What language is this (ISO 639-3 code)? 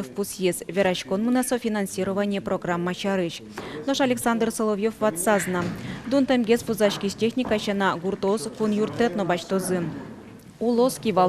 udm